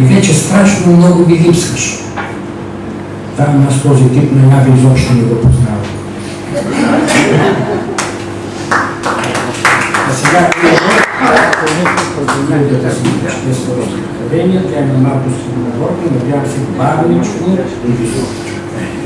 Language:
Bulgarian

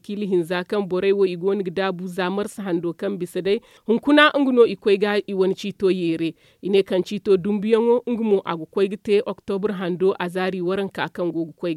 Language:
Zarma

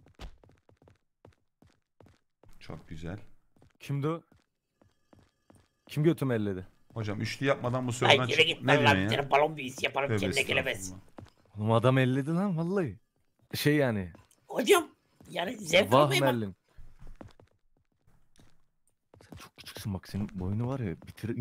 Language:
Turkish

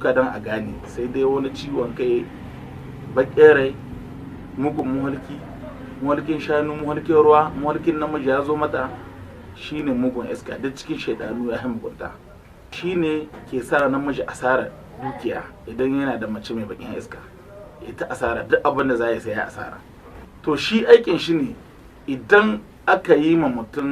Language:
Hausa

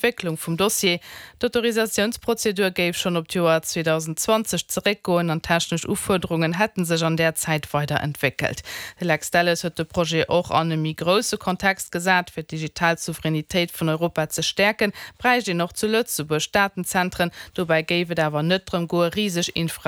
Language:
Luxembourgish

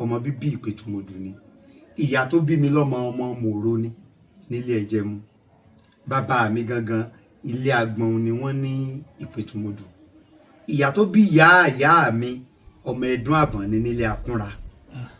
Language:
Yoruba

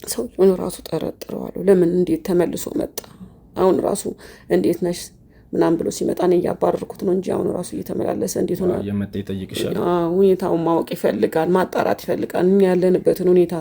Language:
Amharic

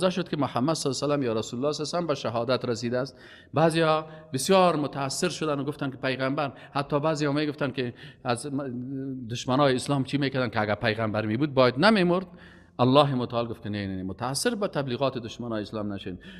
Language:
Persian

